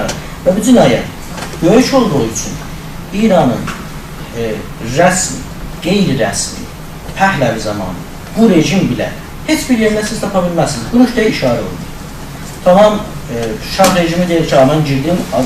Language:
South Azerbaijani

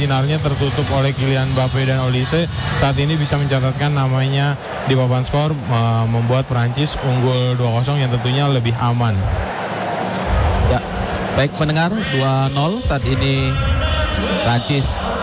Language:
Indonesian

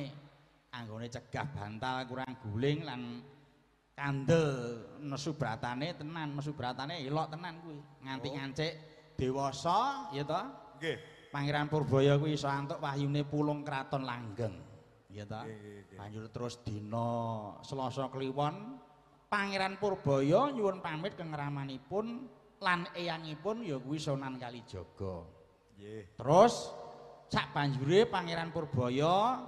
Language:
Javanese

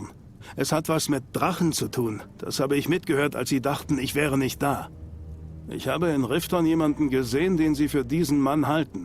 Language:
Swiss German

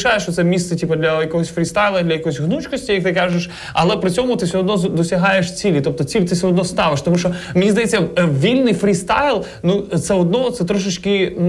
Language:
Ukrainian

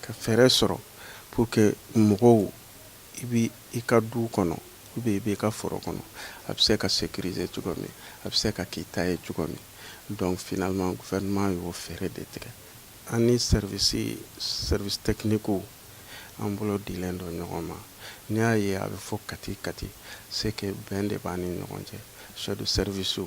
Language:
Bambara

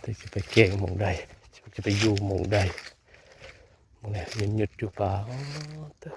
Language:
Northeastern Thai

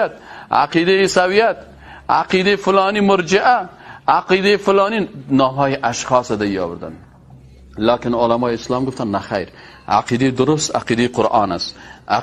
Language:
Persian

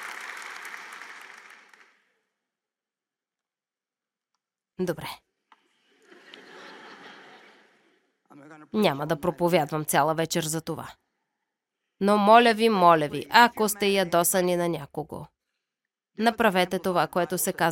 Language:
Bulgarian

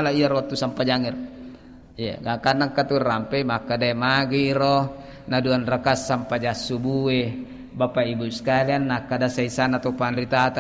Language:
Buginese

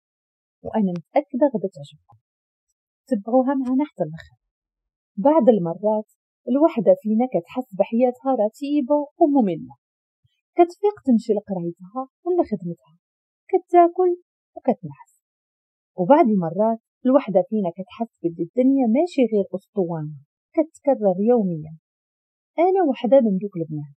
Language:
Moroccan Arabic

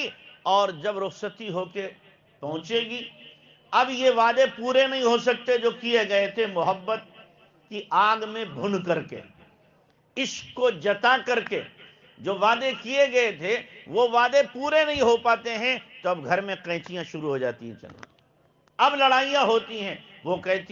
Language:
Urdu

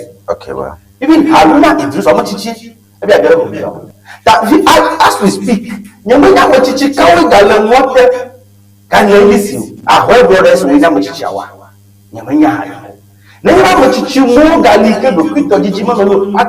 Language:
Ewe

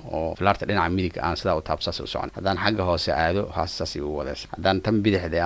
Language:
Somali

